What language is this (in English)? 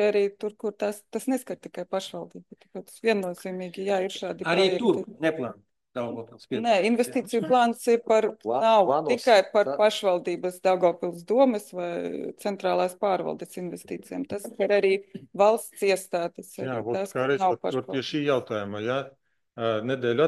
Latvian